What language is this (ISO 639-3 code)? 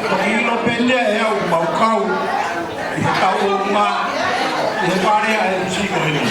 ton